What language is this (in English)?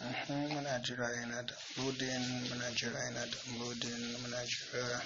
Hausa